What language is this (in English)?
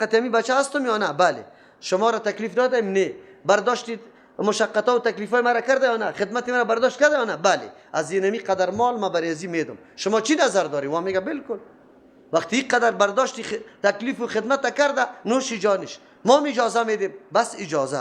Persian